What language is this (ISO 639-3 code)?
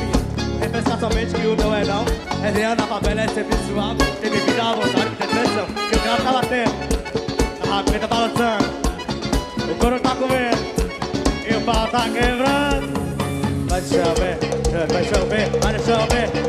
por